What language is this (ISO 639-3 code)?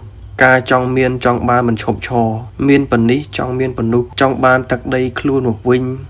khm